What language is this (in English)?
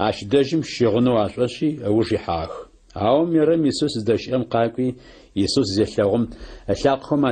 Adyghe